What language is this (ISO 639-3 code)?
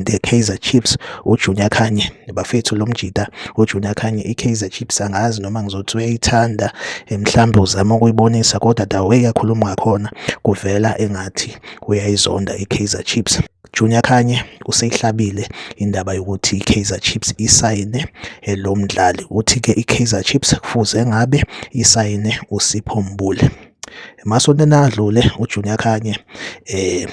zul